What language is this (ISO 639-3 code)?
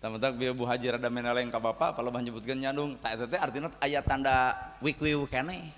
sun